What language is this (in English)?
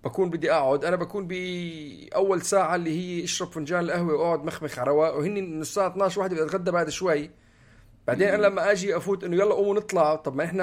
North Levantine Arabic